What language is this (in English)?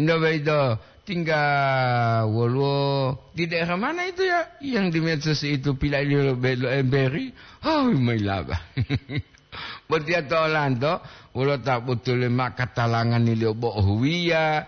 Gorontalo